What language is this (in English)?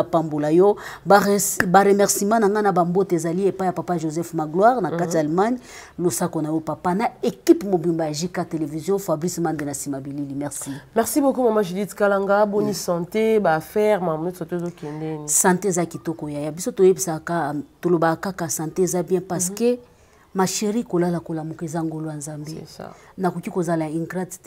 Lingala